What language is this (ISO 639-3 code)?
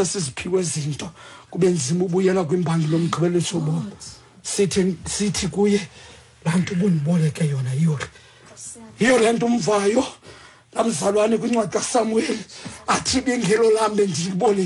xho